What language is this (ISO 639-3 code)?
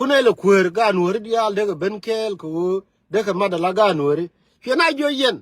nus